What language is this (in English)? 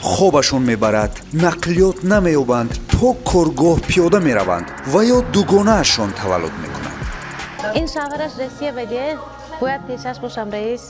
Tajik